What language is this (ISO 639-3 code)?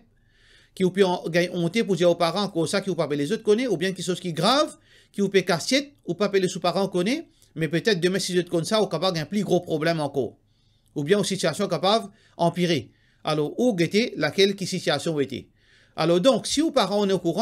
mfe